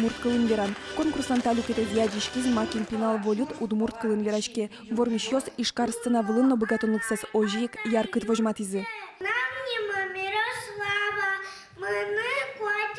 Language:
Udmurt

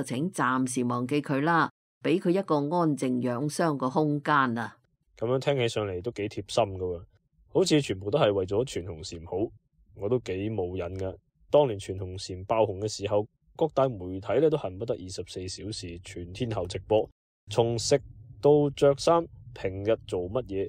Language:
Cantonese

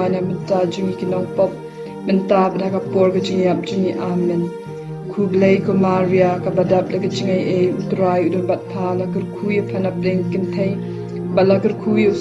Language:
Khasi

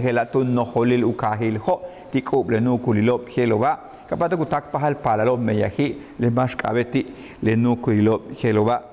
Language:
Yucateco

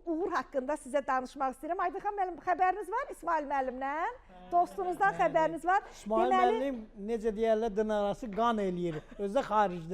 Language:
Azerbaijani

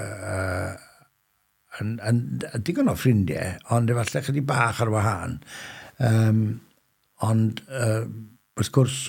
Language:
Welsh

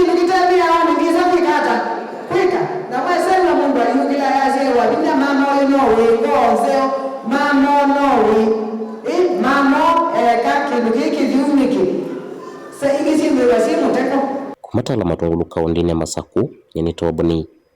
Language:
Kamba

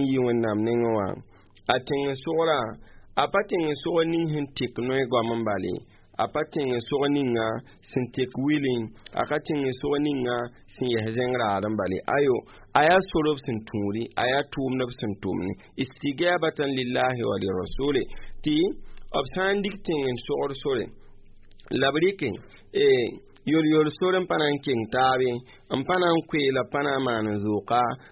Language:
Mossi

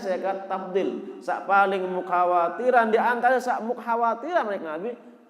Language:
Sasak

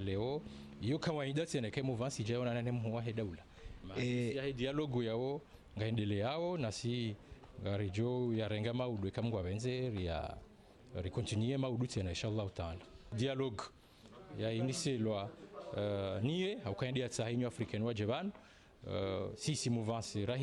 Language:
Ngazidja Comorian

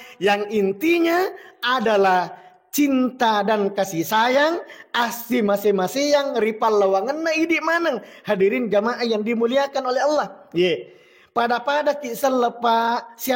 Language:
Buginese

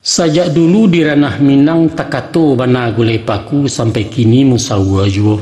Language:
Minangkabau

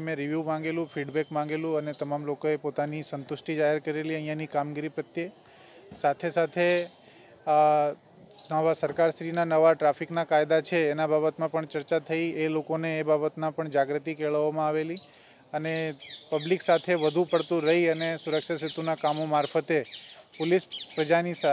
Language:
Gujarati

